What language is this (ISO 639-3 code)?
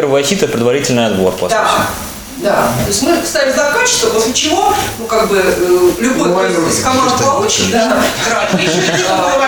rus